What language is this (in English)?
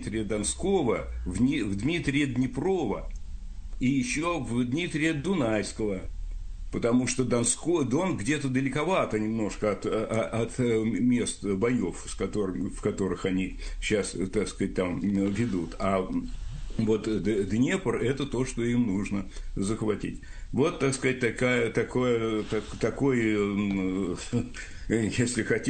Russian